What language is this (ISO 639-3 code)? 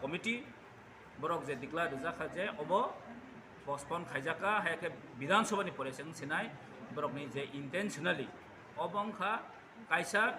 trp